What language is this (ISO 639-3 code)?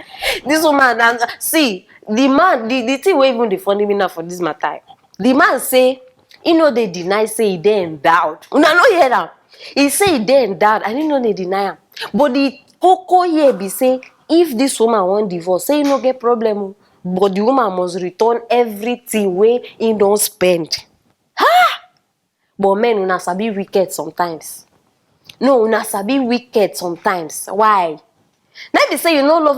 pcm